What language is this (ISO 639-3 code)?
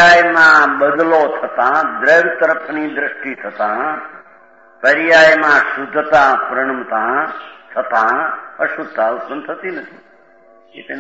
guj